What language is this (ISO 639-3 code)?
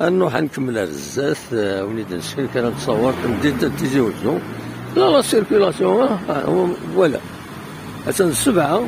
kab